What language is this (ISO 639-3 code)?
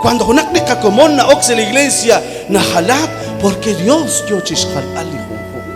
kek